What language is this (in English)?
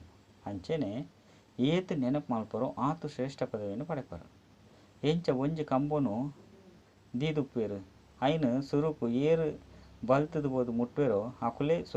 Tulu